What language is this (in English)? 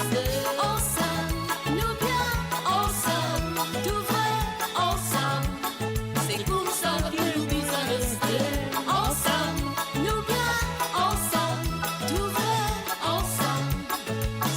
Morisyen